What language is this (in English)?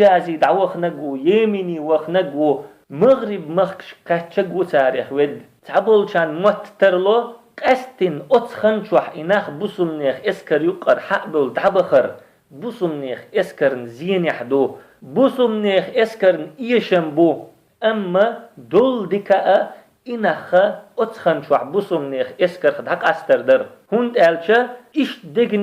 Chechen